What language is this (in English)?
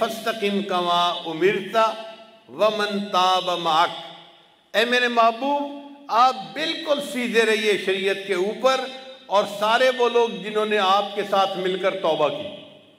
Urdu